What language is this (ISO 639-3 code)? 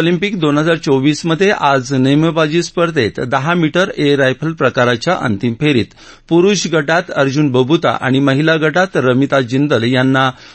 mar